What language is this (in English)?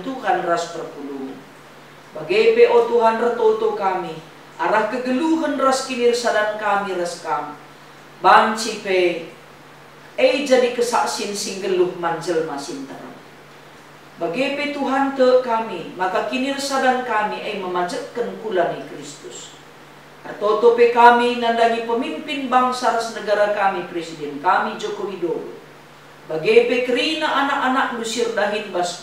Batak Karo